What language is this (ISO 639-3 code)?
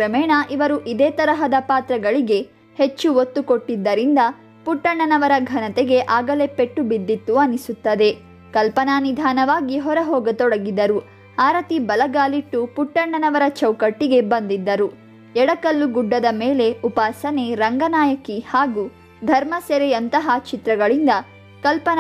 kan